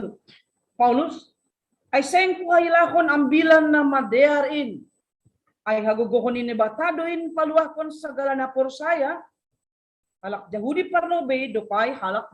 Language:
Batak Simalungun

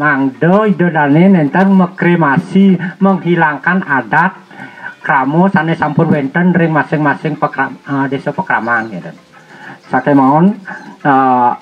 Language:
Balinese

